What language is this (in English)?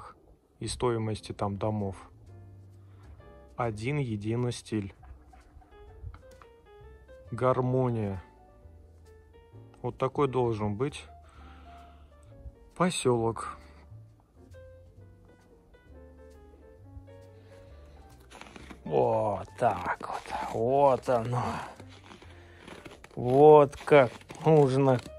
Russian